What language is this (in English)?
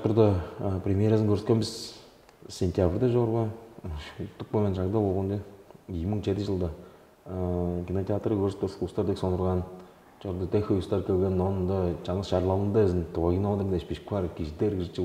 Tuvinian